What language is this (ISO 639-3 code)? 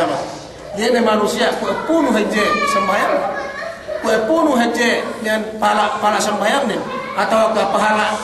yka